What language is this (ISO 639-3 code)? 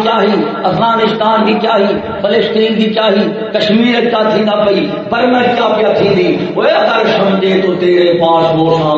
skr